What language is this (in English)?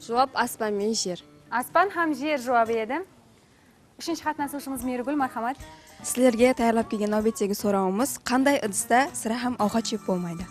Kara-Kalpak